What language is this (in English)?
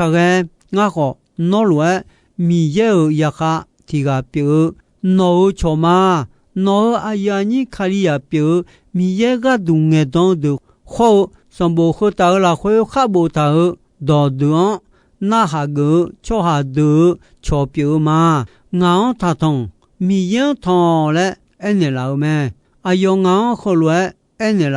Akha